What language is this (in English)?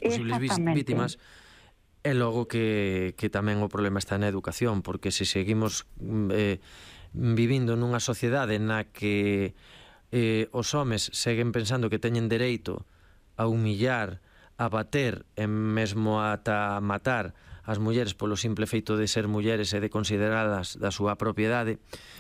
Galician